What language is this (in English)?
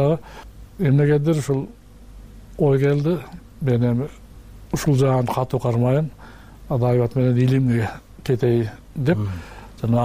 Kyrgyz